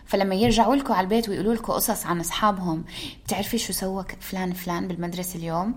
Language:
North Levantine Arabic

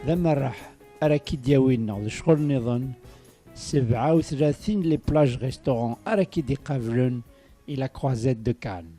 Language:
Kabyle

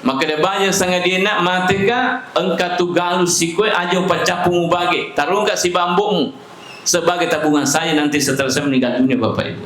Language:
Buginese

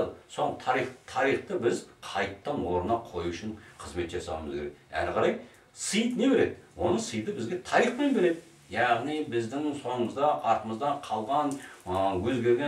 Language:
Kazakh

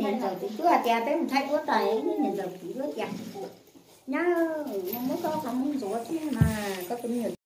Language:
Hmong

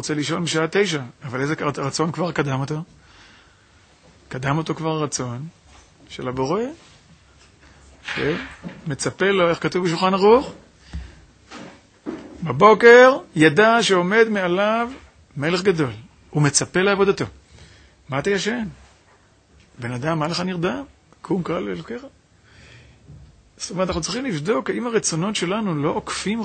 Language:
Hebrew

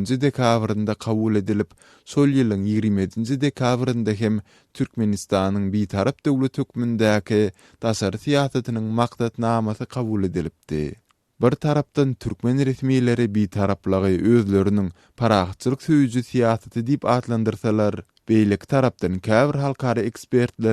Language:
Turkmen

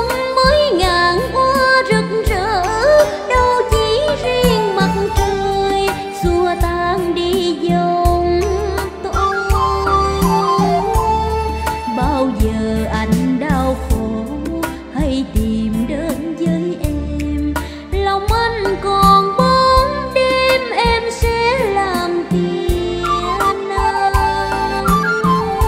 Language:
Vietnamese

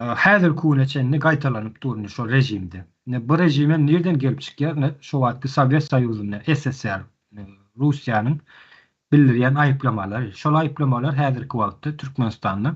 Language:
Turkmen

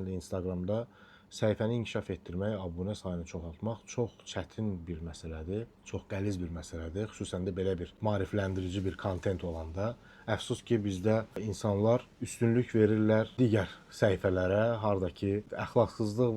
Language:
Azerbaijani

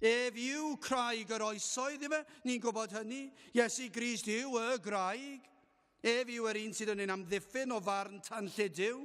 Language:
Welsh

